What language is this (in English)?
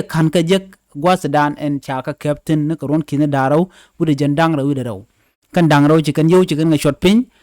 Nuer